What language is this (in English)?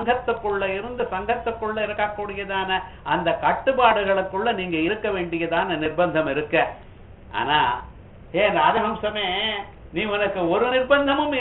Tamil